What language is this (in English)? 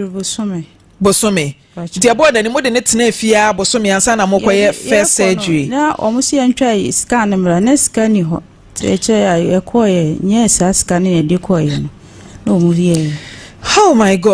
Akan